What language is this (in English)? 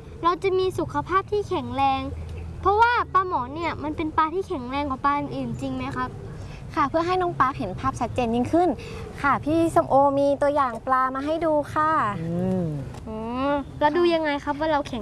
Thai